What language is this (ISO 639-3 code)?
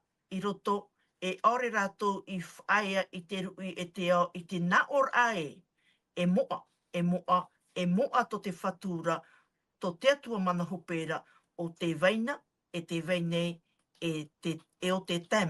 tah